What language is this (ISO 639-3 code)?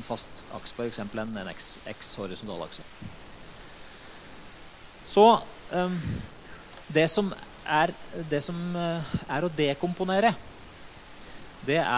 nor